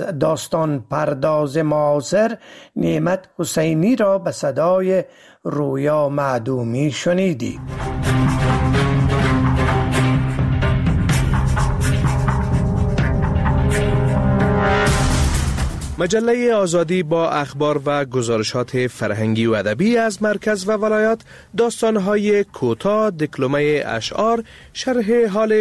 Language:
Persian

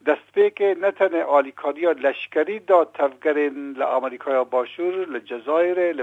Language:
Kurdish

